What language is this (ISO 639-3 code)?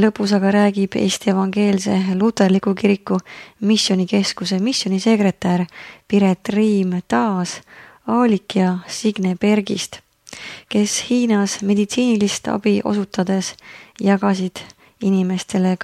est